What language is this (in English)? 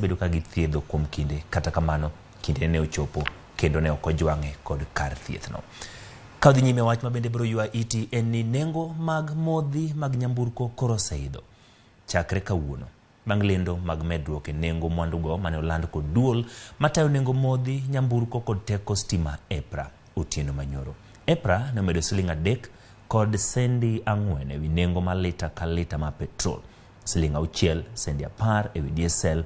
Luo (Kenya and Tanzania)